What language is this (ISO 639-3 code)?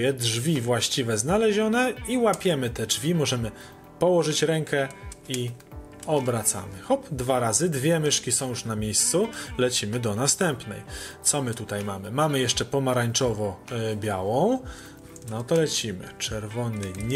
pol